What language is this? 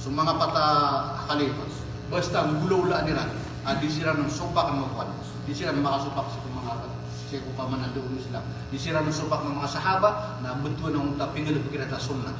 Maranao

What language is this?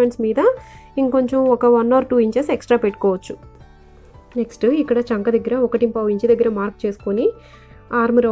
Telugu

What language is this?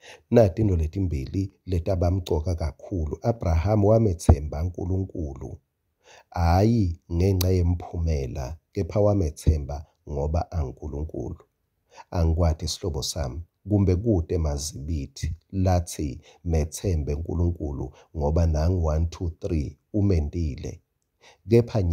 Swati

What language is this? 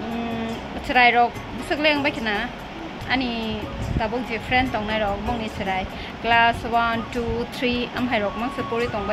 Kok Borok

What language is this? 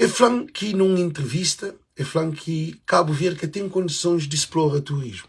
Kabuverdianu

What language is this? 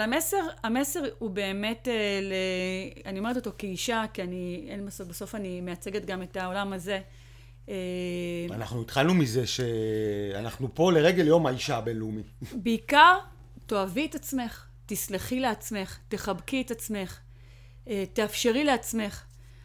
Hebrew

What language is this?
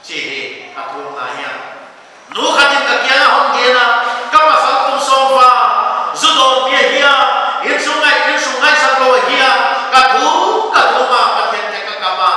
Paite Chin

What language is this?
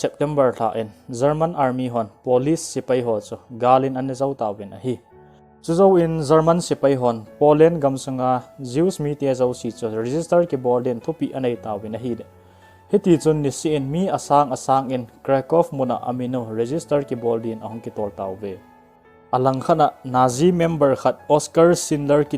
Thado Chin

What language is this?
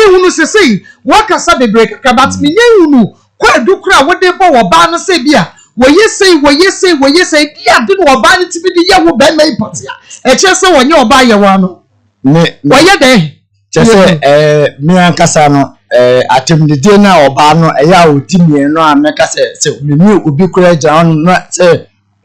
Akan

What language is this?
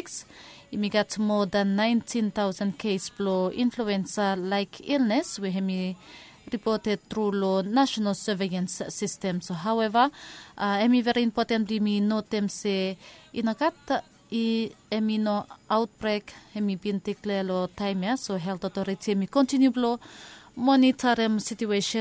Bislama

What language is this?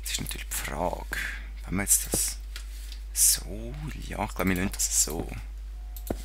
Swiss German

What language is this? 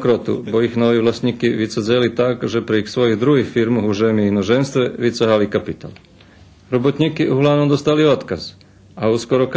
Rusyn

